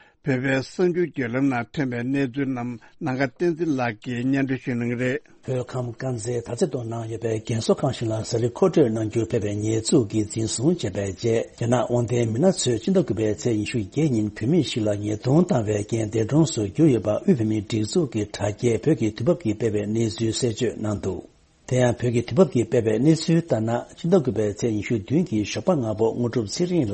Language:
Tibetan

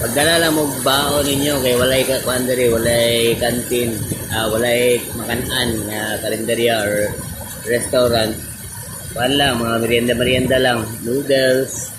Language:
Cebuano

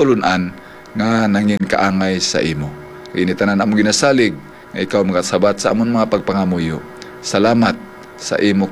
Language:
Hiligaynon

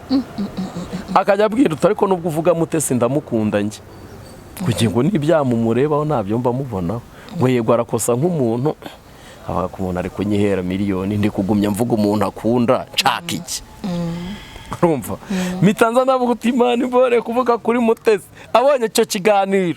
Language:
Kinyarwanda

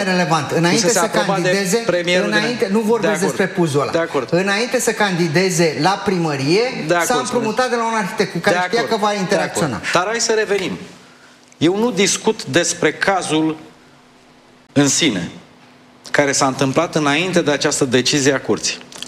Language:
Romanian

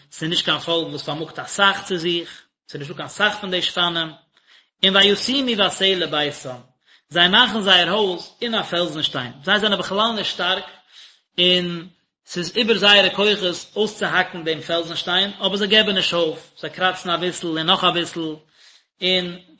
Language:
Yiddish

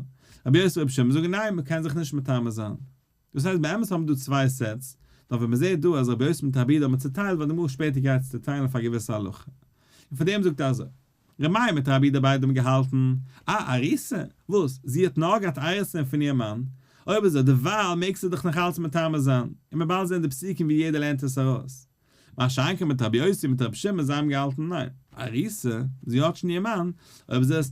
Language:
Yiddish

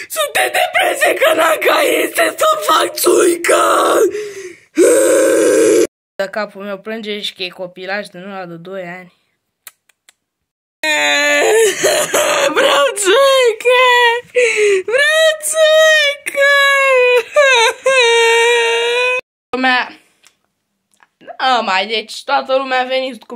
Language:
Romanian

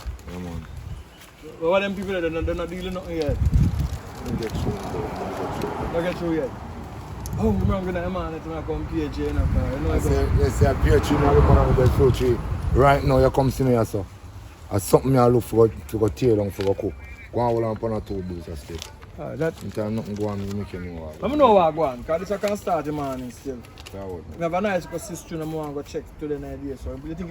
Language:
Jamaican Creole English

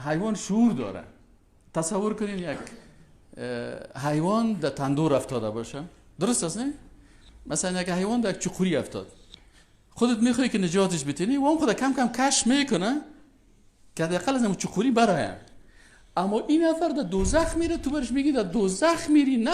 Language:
Persian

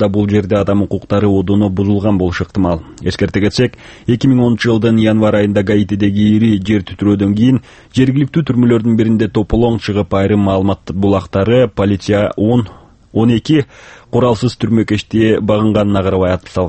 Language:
Kyrgyz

